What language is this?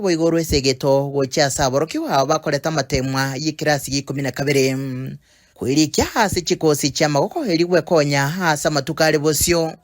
Gusii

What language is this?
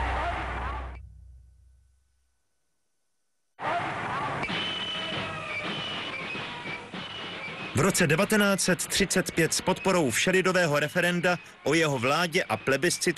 Czech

